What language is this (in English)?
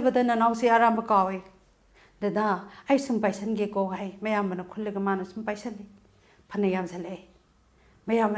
Manipuri